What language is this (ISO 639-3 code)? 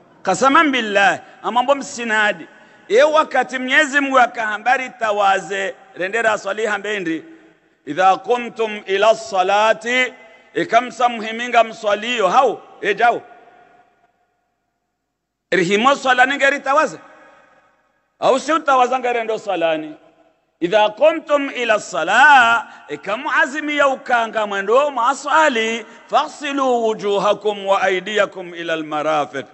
swa